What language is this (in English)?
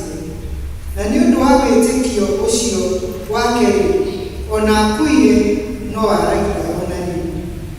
Kikuyu